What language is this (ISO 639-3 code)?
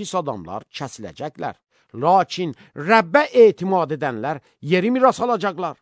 aze